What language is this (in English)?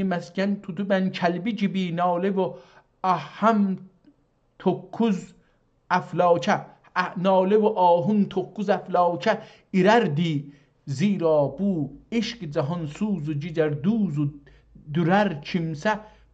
South Azerbaijani